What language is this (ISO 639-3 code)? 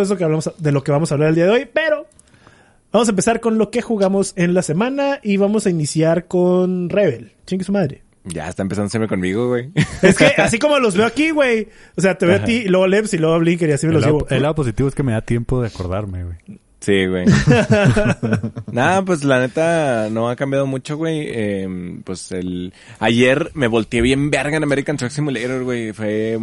spa